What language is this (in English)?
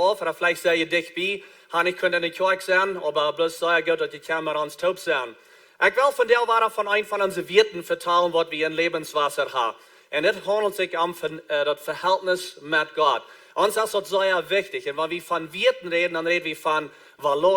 Plautdietsch